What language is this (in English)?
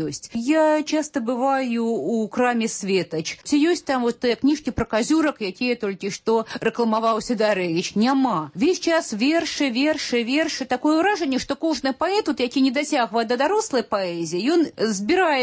Belarusian